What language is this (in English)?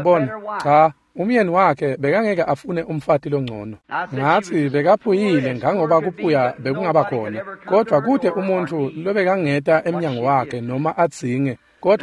Swati